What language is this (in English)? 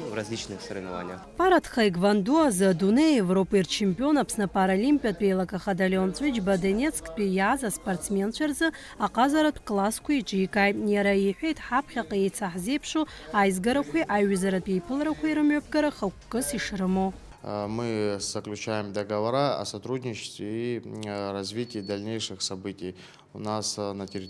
Abkhazian